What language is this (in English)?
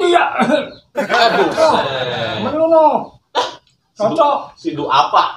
Betawi